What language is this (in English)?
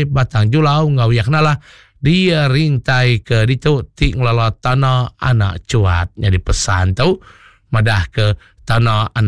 Iban